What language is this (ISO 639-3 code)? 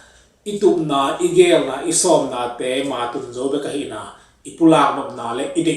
ctd